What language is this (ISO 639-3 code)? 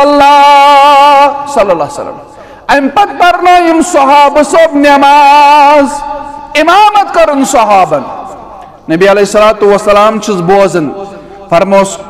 kas